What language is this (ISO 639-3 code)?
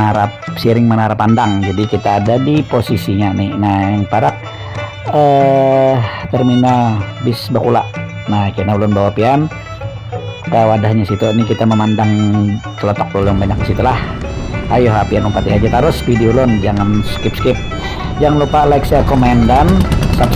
bjn